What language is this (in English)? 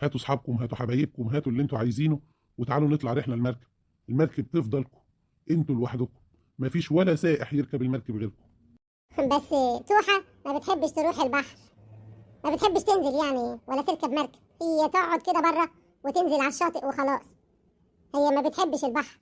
Egyptian Arabic